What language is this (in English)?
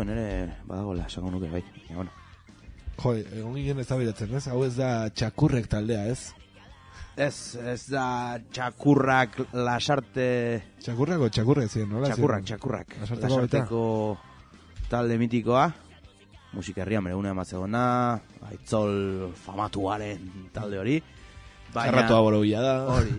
Basque